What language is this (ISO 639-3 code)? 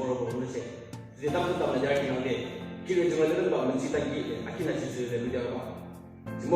yim